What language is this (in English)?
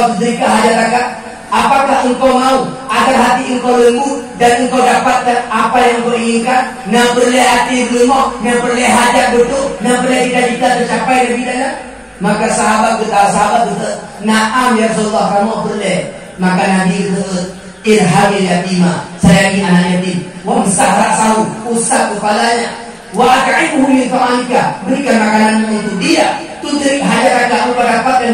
Achinese